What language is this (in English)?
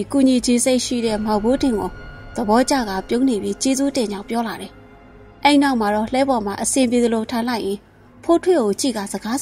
Burmese